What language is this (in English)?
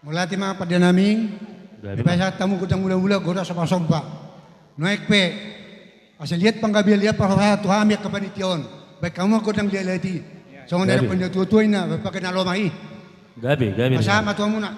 Batak Toba